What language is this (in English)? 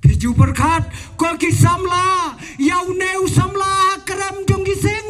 Khasi